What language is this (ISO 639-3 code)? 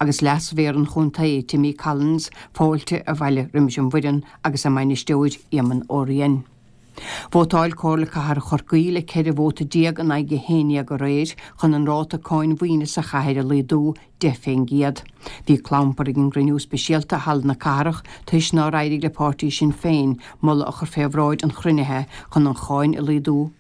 gle